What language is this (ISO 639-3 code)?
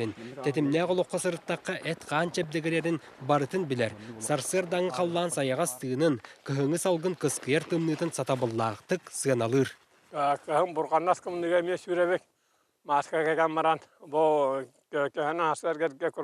sah